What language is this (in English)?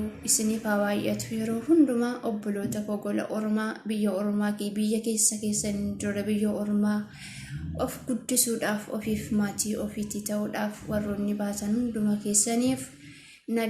Oromo